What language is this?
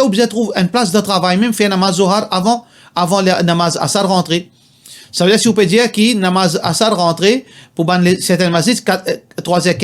Morisyen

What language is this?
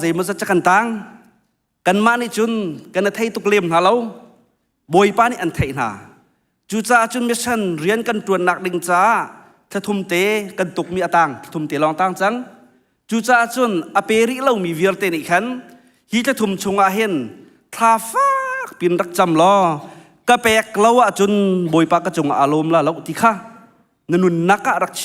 Hakha Chin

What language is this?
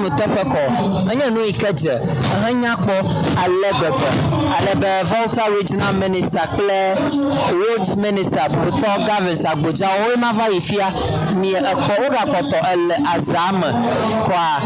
Ewe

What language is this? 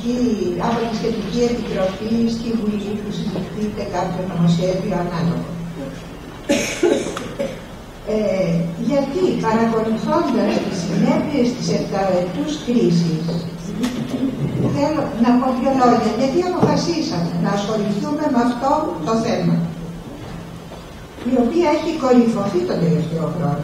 Greek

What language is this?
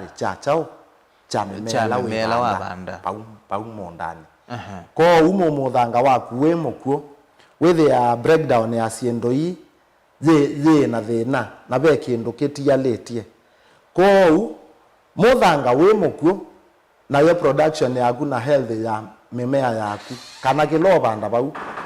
Kamba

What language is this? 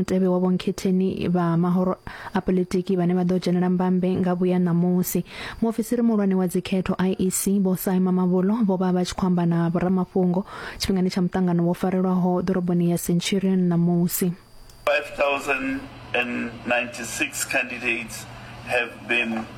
Venda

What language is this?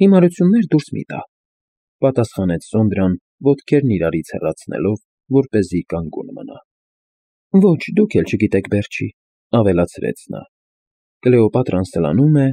Armenian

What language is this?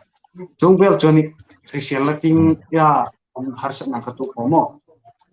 Hmar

